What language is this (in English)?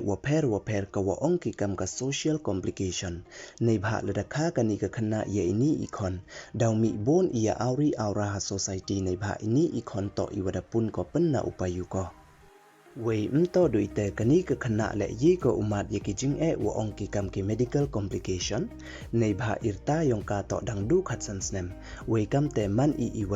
Pnar